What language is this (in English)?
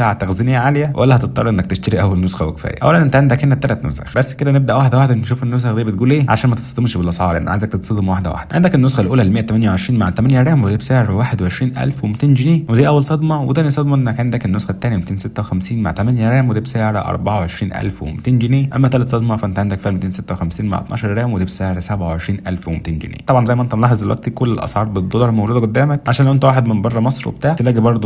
Egyptian Arabic